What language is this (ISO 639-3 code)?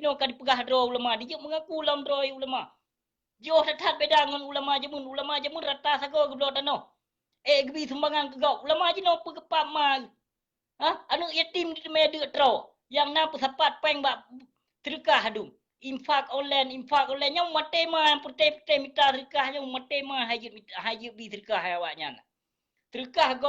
ace